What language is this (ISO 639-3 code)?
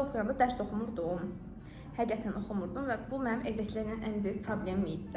aze